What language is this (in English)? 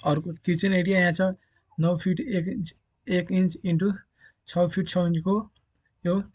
Nepali